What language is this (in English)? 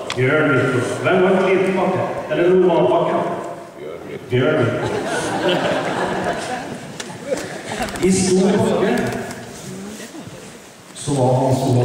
Norwegian